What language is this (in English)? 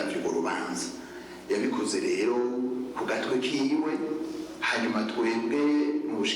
Rundi